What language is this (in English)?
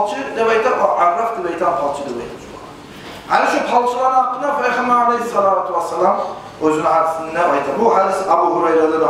Kumyk